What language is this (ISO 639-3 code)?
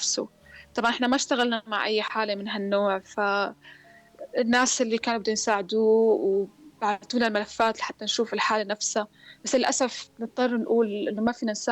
apc